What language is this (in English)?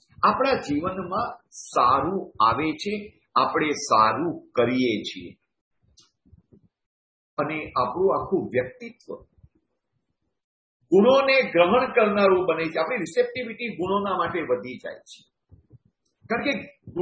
Gujarati